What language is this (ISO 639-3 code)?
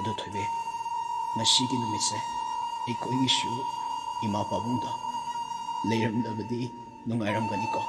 mni